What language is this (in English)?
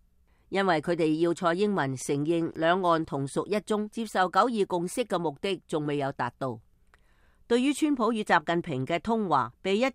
Cantonese